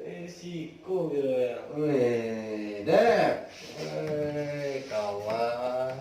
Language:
Minangkabau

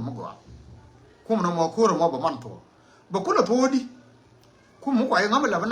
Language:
Nuer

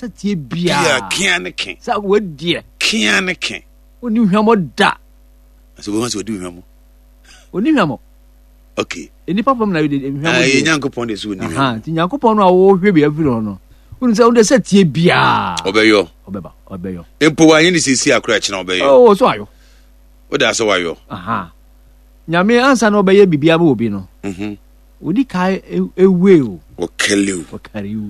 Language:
Akan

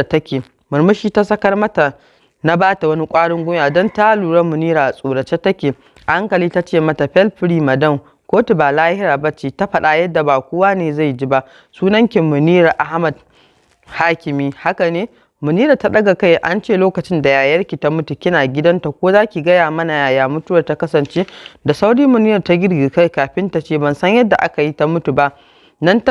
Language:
Hausa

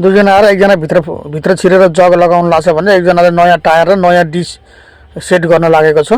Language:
Nepali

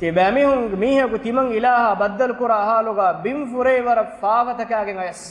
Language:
Divehi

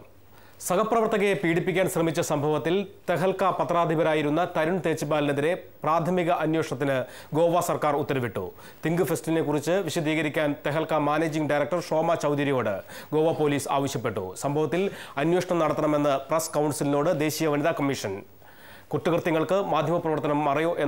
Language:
Malayalam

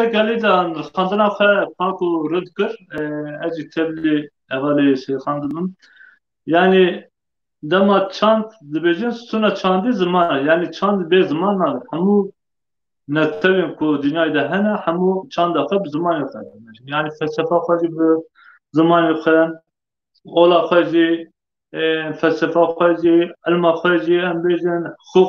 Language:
Kurdish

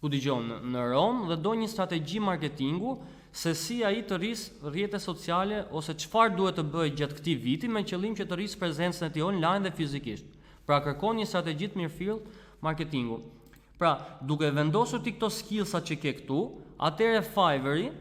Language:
Albanian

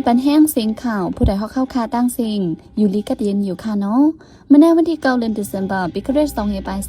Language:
Shan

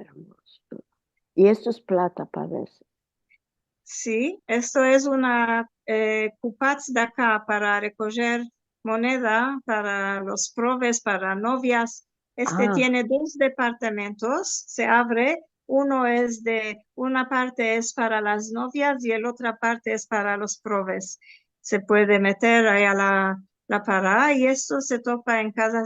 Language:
Ladino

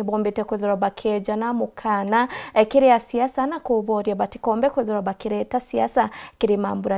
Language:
Meru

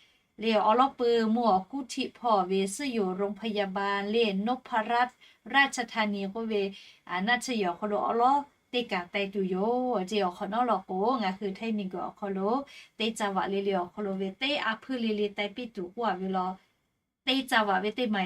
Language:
Lahu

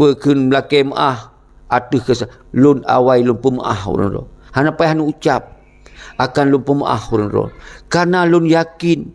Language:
Achinese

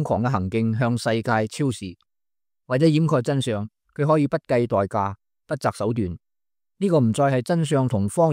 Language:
Cantonese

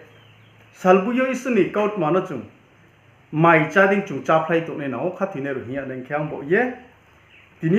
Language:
Riang (India)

